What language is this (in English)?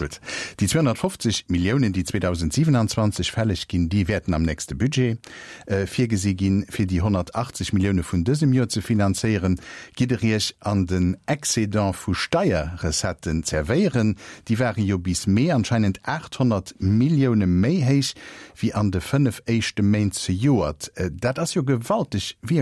Luxembourgish